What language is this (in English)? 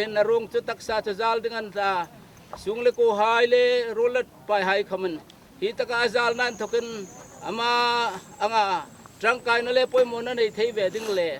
Hmar